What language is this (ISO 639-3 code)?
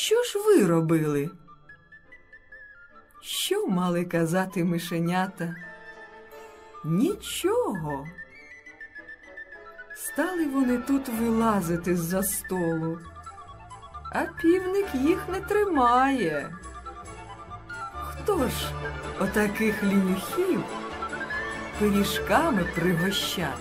ukr